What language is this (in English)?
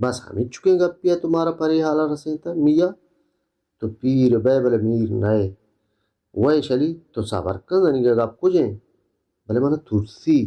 Baluchi